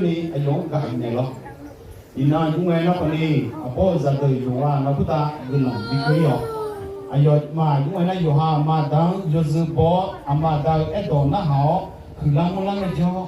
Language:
Akha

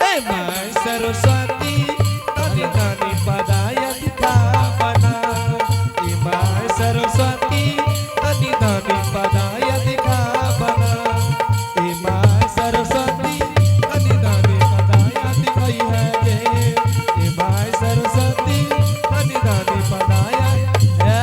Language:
Angika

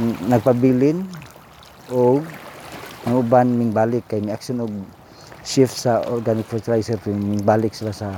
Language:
Cebuano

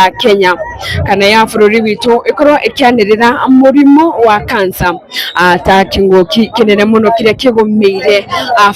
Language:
Kikuyu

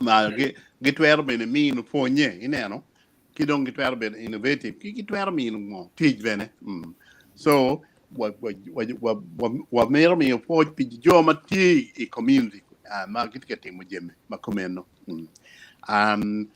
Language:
Acoli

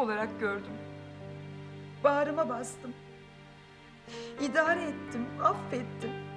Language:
Turkish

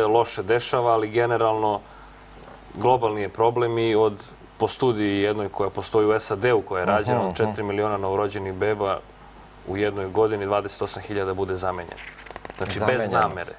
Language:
Serbian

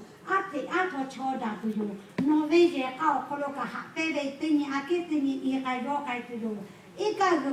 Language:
Lahu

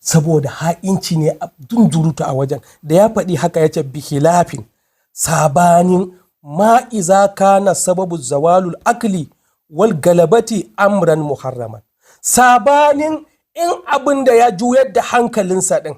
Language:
Hausa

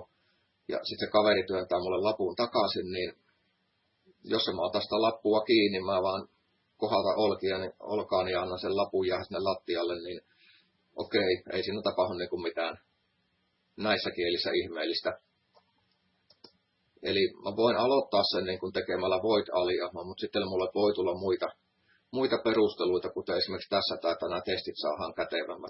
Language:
Finnish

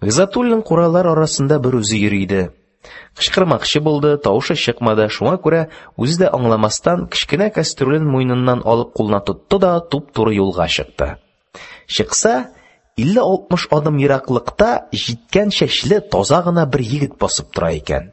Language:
Tatar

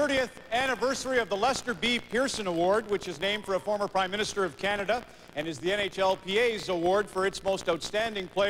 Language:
English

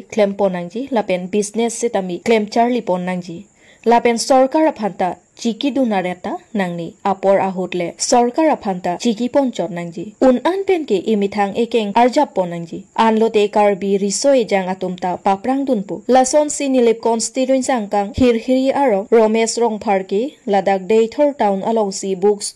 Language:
Karbi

